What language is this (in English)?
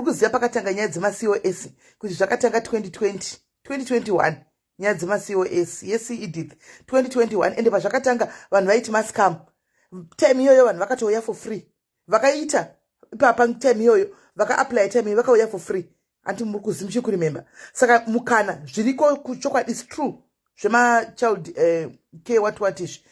Shona